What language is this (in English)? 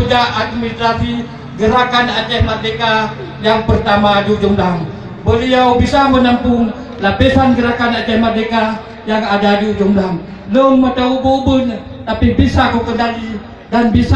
Achinese